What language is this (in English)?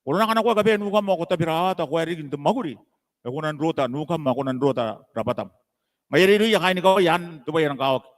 Gilbertese